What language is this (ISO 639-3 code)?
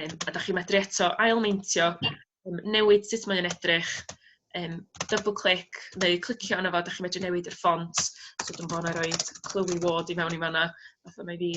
cym